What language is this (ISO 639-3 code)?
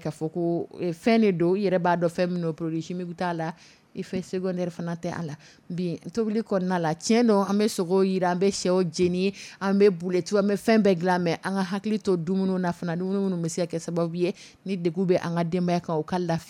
dyu